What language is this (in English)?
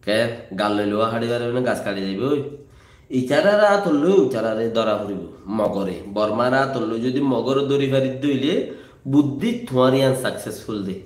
Rohingya